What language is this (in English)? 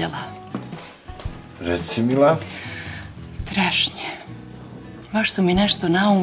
Croatian